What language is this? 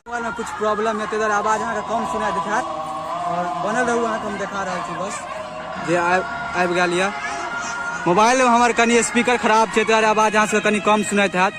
Maithili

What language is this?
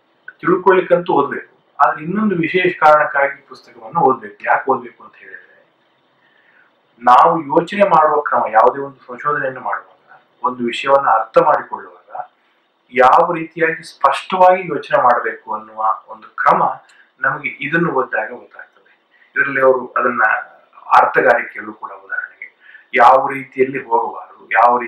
Kannada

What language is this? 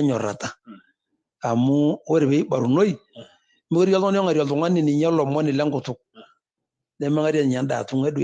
Masai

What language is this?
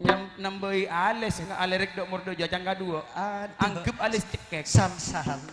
Madurese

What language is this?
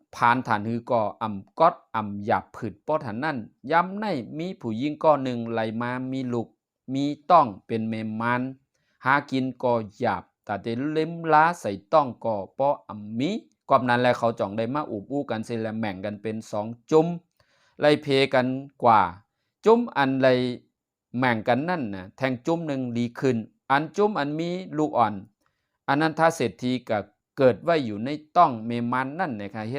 Shan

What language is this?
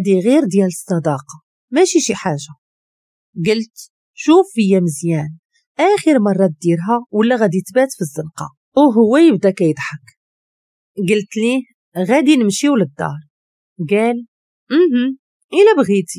Moroccan Arabic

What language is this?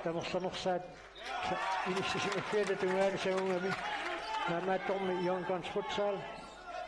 Kalaallisut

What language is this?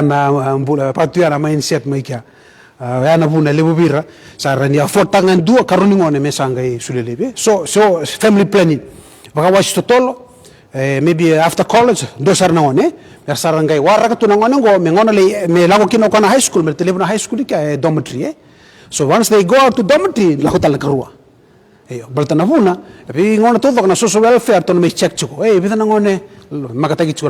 Fijian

